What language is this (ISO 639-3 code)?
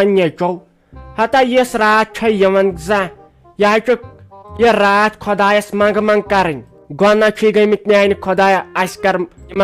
kas